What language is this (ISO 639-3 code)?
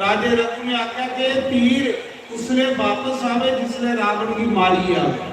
doi